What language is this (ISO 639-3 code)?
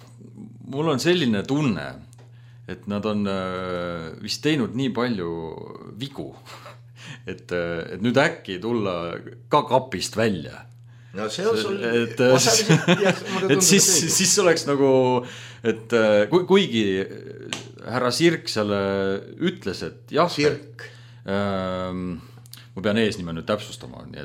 est